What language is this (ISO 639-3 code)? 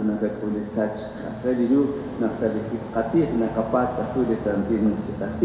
kek